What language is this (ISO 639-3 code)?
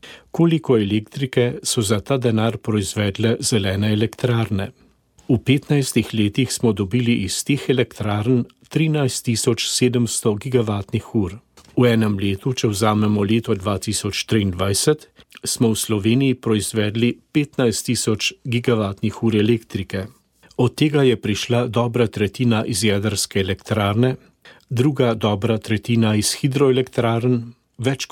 slv